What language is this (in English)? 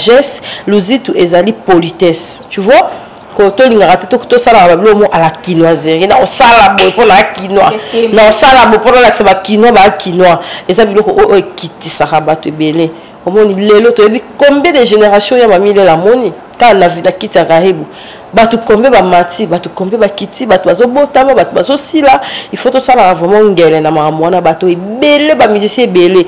Lingala